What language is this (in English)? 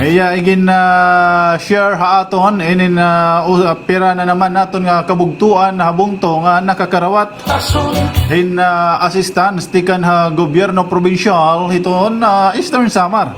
Waray